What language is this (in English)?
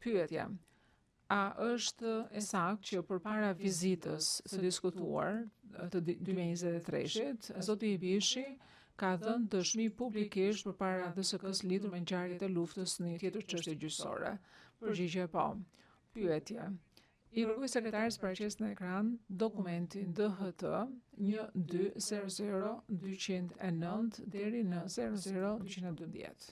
Albanian